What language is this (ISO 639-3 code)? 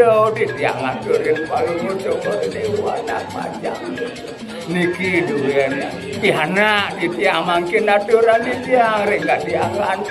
ban